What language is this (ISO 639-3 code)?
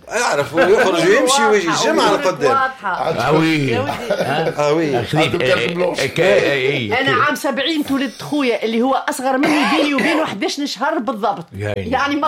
aeb